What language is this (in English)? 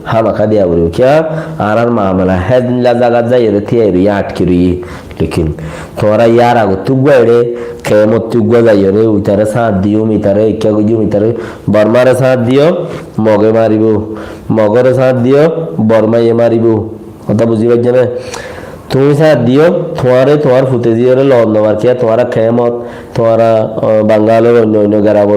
Rohingya